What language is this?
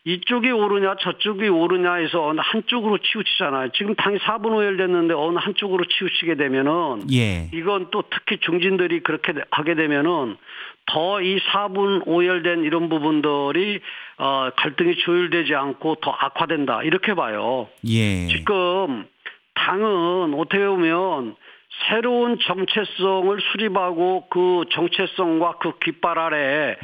Korean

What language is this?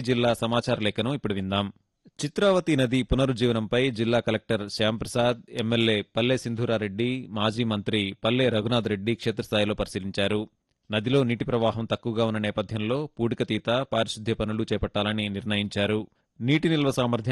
Telugu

